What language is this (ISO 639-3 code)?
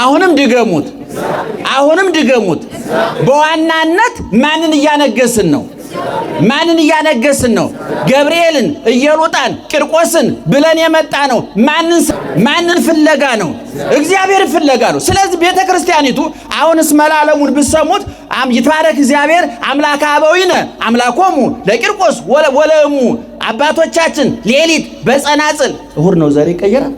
amh